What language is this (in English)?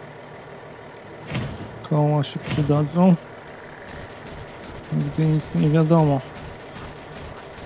Polish